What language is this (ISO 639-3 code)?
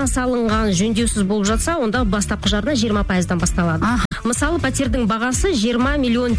kaz